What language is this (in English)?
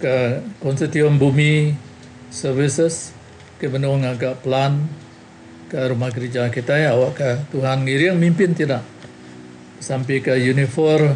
Iban